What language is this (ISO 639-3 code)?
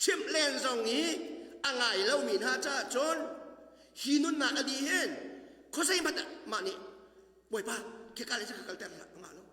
cnh